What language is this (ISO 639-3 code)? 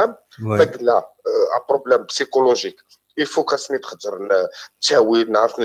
kab